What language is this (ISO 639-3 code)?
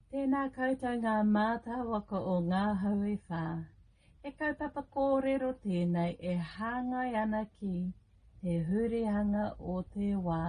mri